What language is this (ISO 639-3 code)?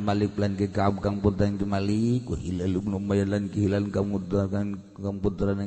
sun